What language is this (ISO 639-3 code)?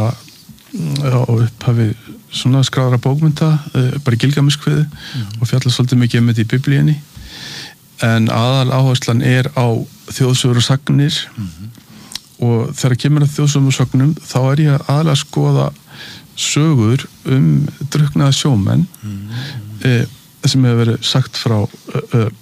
isl